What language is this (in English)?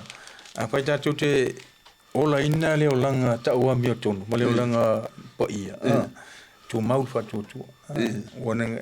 Samoan